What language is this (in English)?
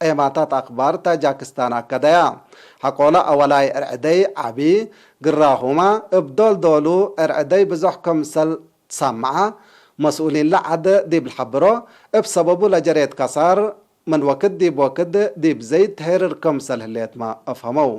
Tigre